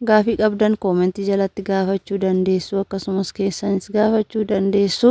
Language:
Oromo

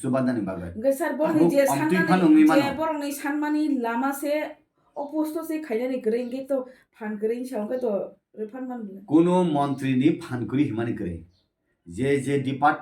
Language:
Kok Borok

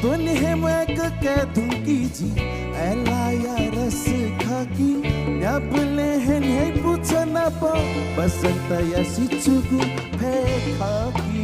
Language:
Newari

